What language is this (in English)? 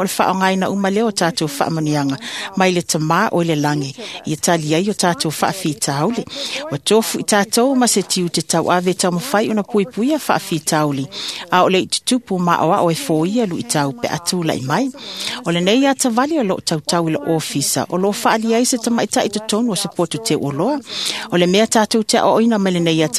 Samoan